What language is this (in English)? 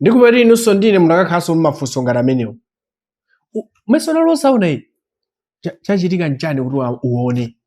Nyanja